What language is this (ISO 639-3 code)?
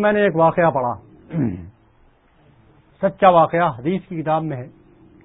urd